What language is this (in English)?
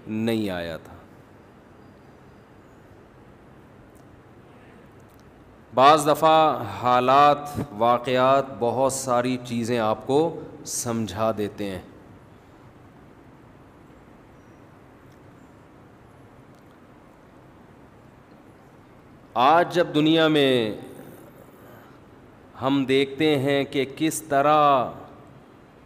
Urdu